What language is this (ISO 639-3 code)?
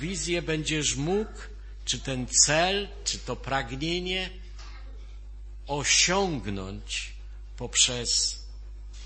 pol